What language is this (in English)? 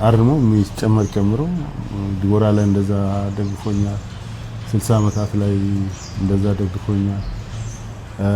Amharic